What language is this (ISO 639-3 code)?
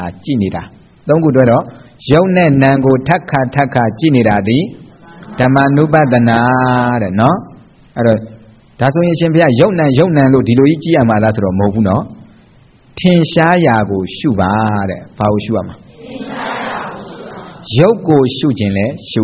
mya